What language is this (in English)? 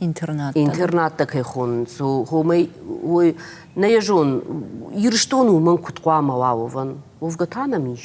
Ossetic